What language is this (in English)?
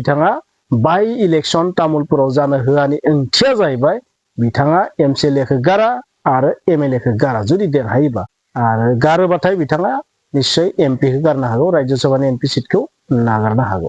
Bodo